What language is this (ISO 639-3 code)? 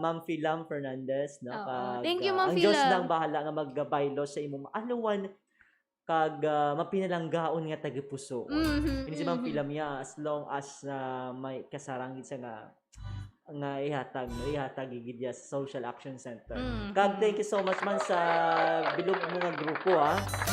hil